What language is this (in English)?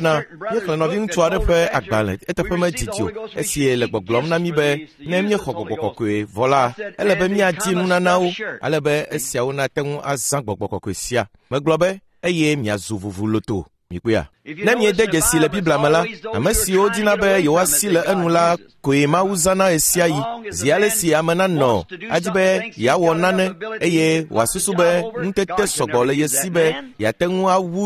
Ewe